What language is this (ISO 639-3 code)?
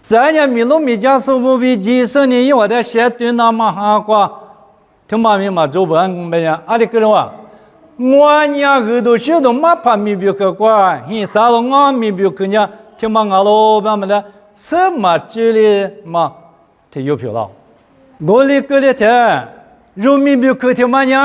lis